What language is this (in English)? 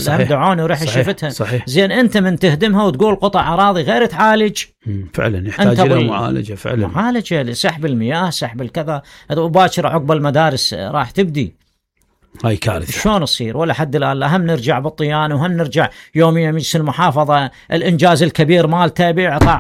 Mesopotamian Arabic